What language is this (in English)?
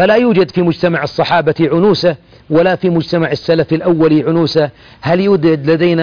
Arabic